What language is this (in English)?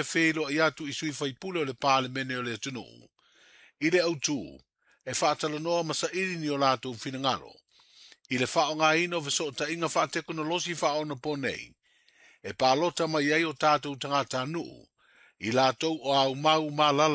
Samoan